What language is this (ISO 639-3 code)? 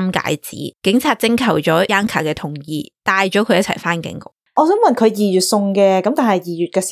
yue